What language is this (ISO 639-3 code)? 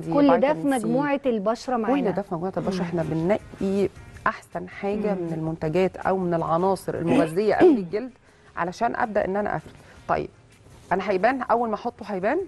arz